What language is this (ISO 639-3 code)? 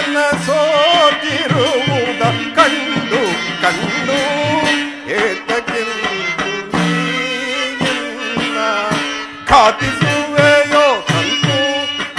kan